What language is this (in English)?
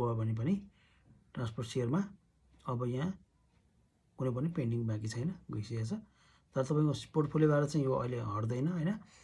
Nepali